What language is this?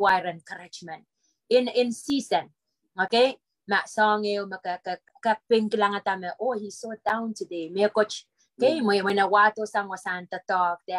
Pohnpeian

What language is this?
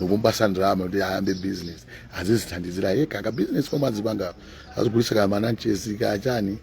Nyanja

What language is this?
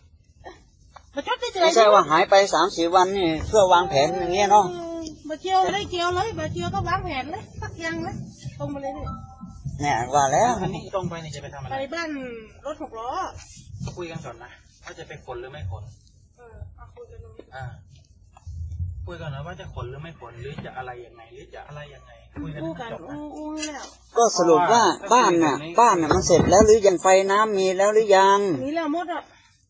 Thai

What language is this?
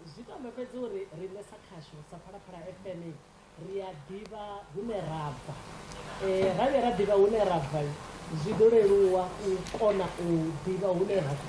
Venda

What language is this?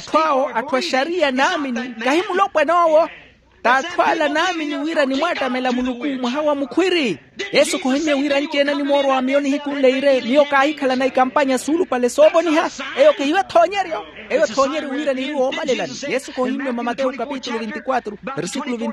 Makhuwa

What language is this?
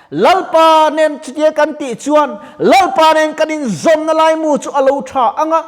Mizo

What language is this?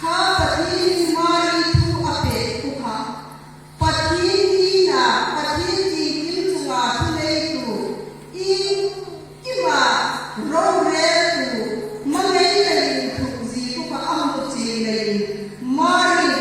Hmar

